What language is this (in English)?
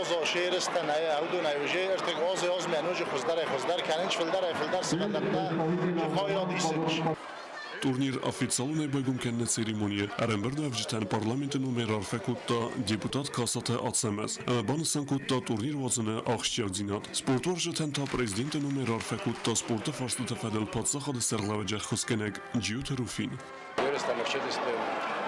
Ossetic